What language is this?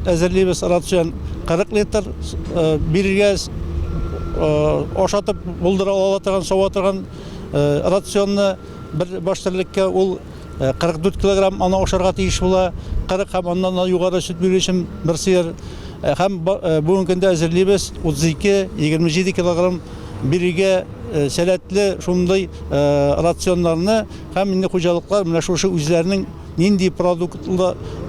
Tatar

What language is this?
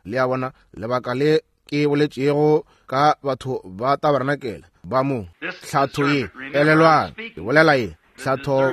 Northern Sotho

